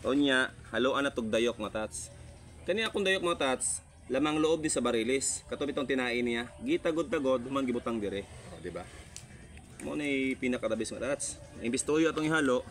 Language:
Cebuano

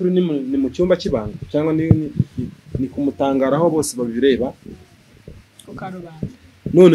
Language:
Kinyarwanda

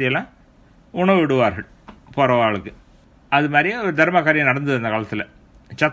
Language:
Tamil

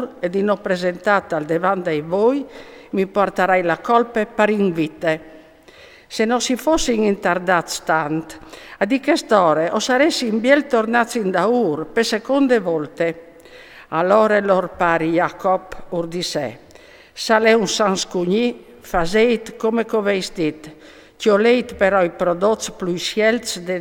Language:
Friulian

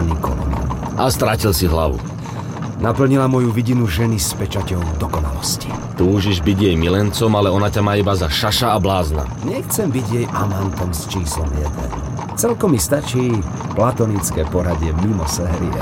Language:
Slovak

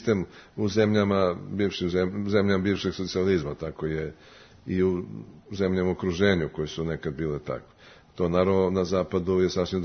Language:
Serbian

